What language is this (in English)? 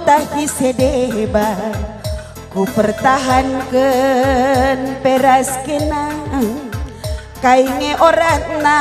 Batak Karo